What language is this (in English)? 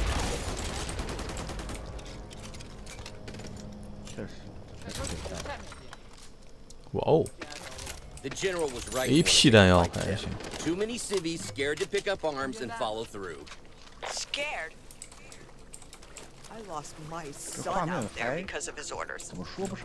Chinese